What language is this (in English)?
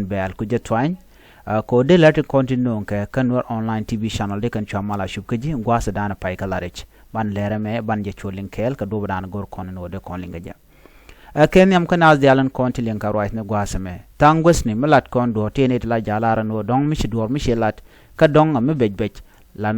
Nuer